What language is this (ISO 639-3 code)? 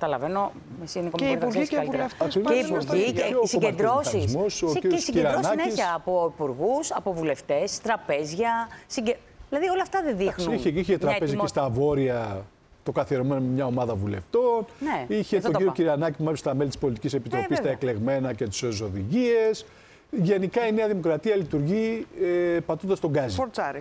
ell